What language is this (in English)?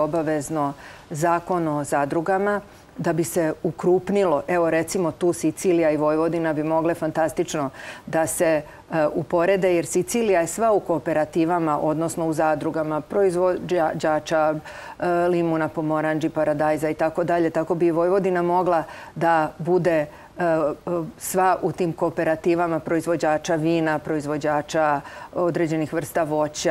Serbian